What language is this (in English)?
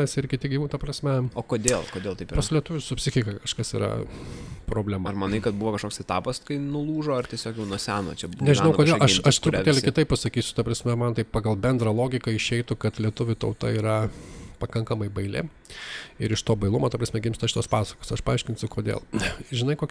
Lithuanian